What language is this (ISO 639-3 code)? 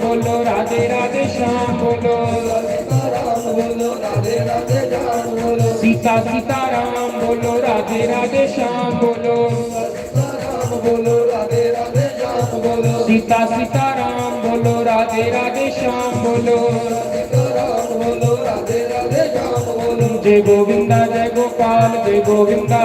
doi